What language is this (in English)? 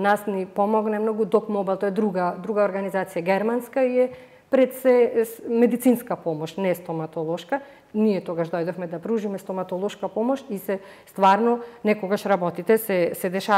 Macedonian